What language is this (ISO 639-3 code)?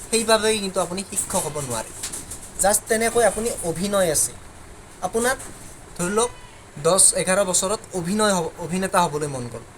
asm